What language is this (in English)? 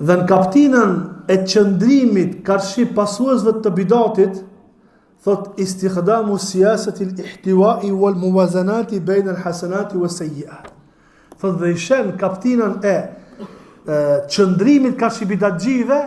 Albanian